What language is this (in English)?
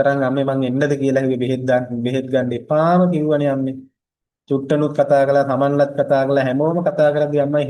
Sinhala